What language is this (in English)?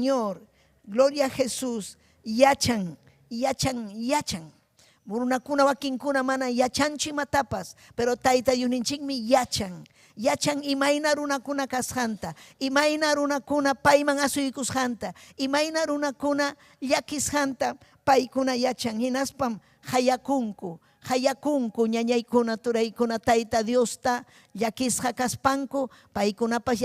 Ayacucho Quechua